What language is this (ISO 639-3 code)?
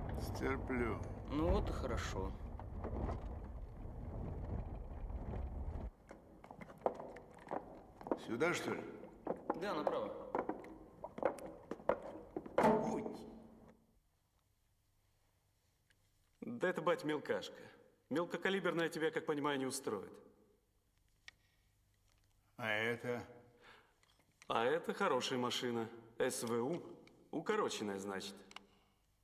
rus